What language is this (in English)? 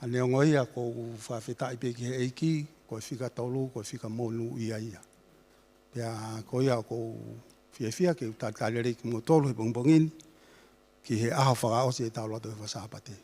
Tongan